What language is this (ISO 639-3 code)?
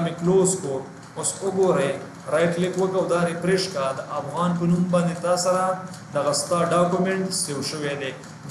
pus